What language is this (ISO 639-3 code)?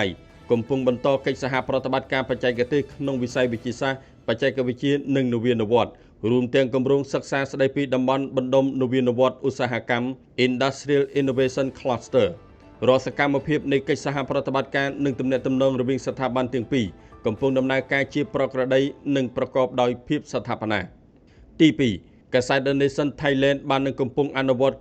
khm